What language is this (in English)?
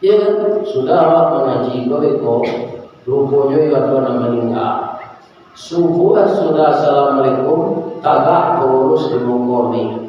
Minangkabau